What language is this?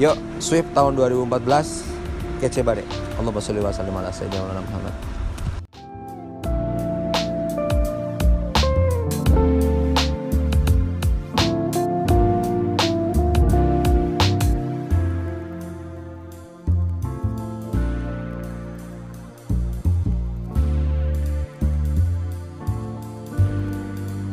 Indonesian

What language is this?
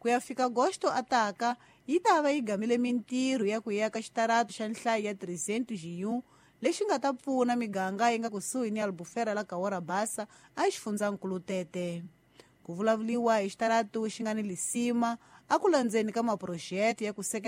Tsonga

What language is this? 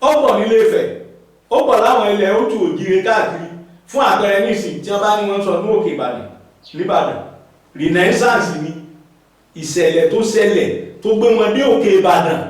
Yoruba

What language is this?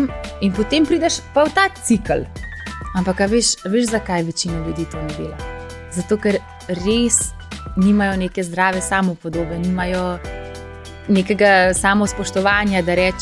Slovenian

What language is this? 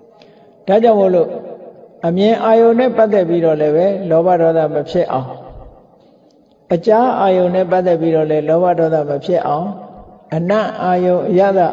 Burmese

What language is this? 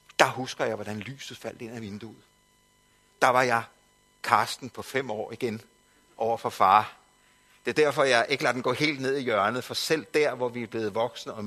Danish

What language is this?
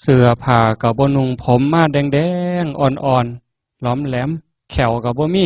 Northeastern Thai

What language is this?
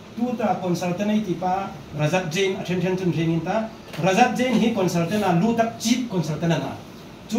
Hmar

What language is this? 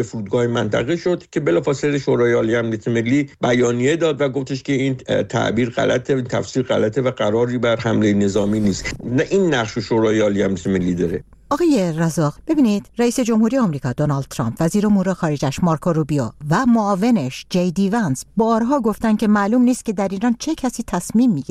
Persian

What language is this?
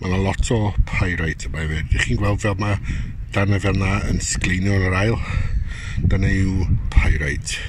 Welsh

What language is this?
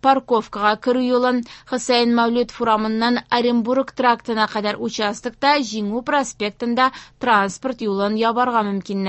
Tatar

